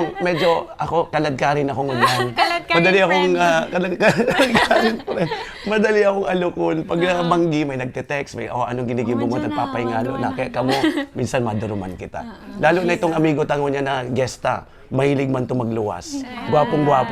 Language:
Bikol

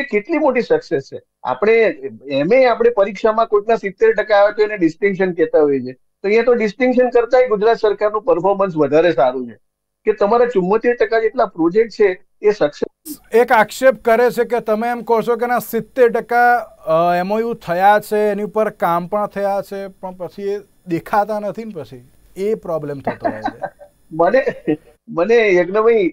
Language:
Gujarati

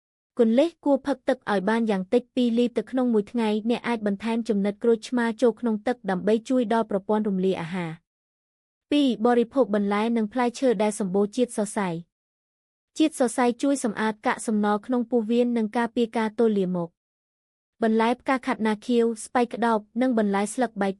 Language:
Khmer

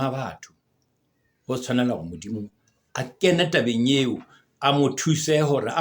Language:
Southern Sotho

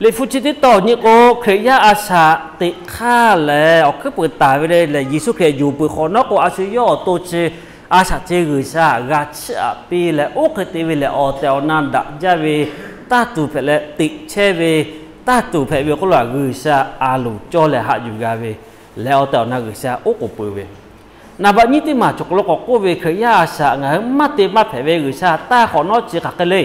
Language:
Lahu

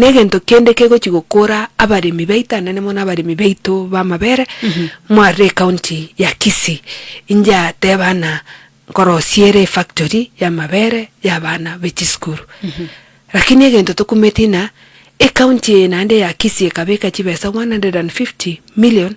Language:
Gusii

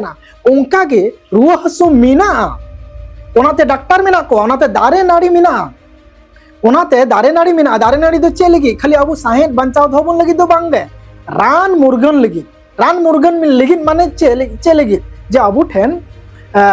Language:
Santali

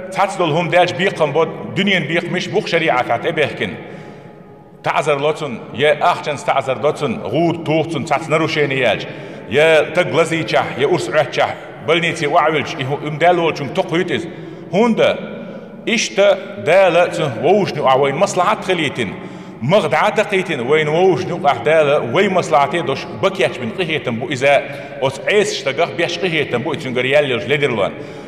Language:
Chechen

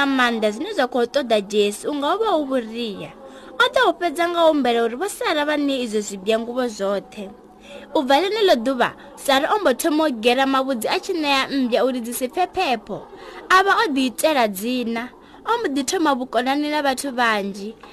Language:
Venda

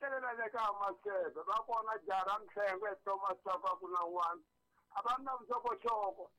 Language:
Tsonga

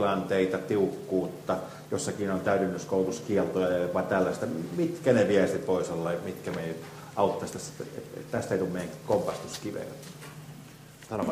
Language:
Finnish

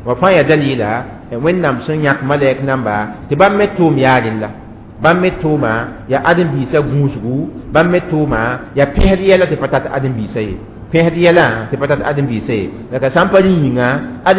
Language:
Mossi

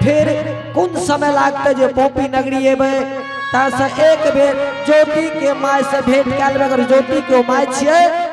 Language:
Angika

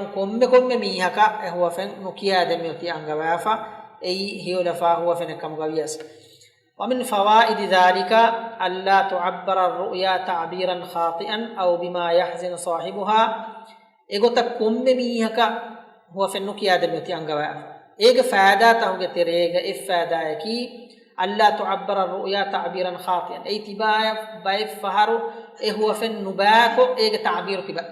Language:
Divehi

